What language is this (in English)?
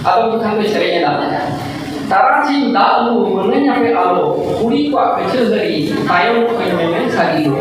Santali